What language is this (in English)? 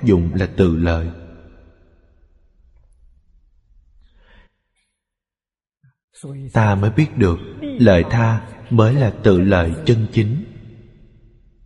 Vietnamese